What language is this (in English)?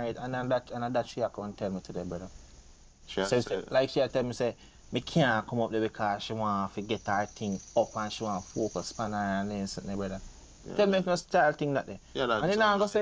Jamaican Creole English